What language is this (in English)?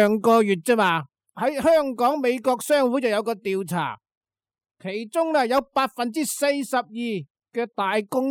Cantonese